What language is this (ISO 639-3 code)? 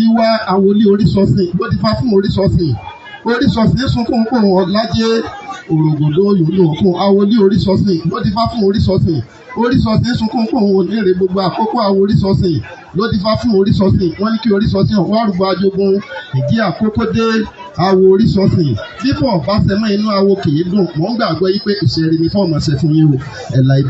yor